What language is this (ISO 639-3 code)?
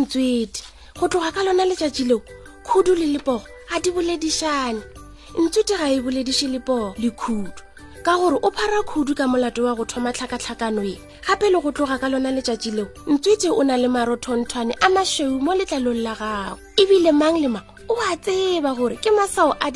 nso